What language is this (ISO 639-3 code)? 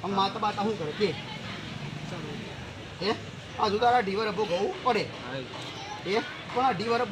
guj